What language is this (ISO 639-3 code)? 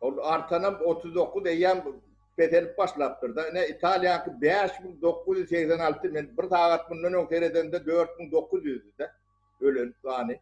tuk